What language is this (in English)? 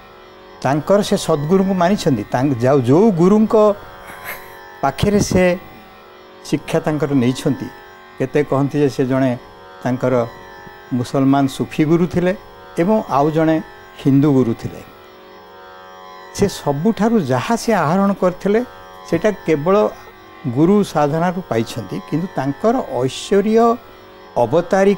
Odia